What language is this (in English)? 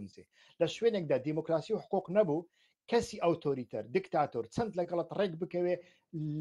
Central Kurdish